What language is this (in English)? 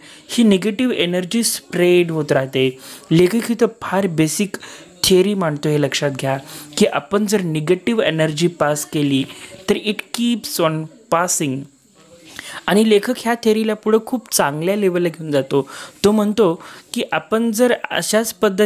Marathi